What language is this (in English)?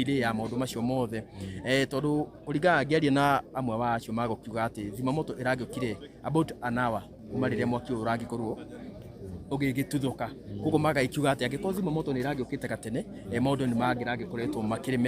Kikuyu